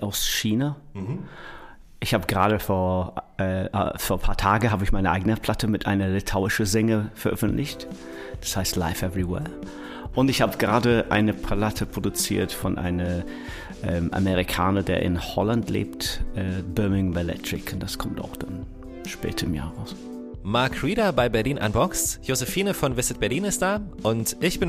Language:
German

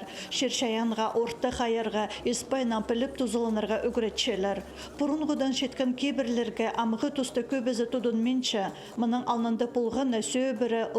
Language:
Khakas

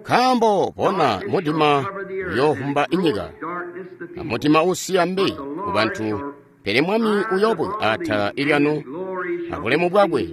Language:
Tonga (Zambia)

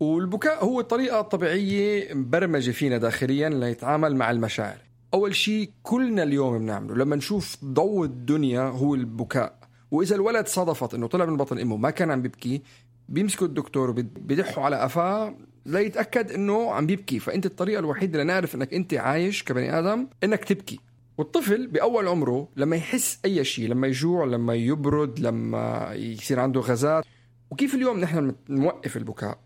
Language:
North Levantine Arabic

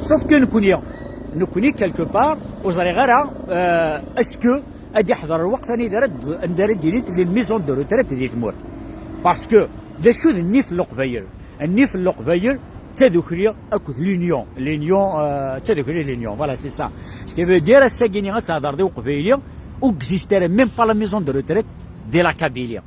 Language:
Kabyle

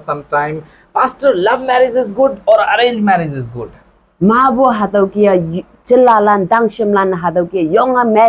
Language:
Konyak Naga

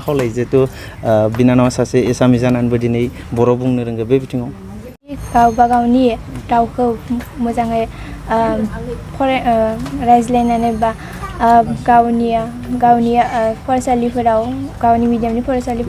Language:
Bodo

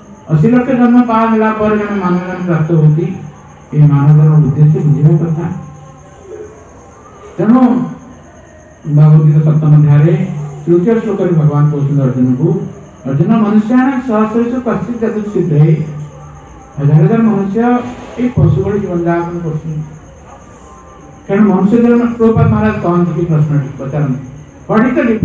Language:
Odia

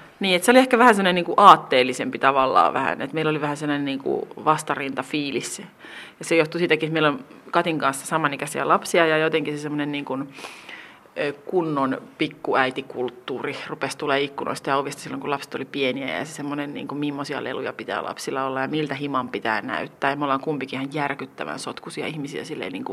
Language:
Finnish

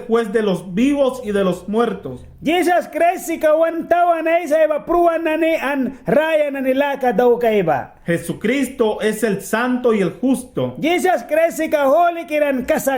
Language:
Mískito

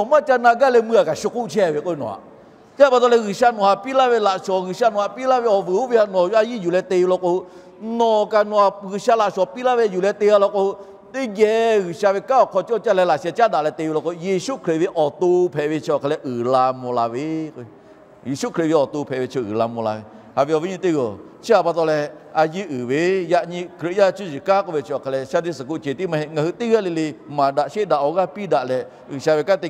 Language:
Lahu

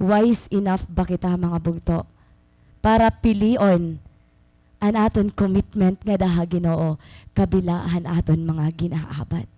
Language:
Waray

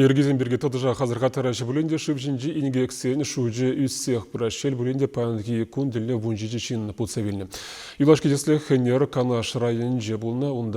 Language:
Chuvash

